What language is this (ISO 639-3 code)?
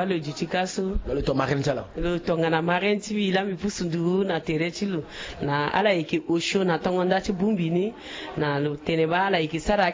sag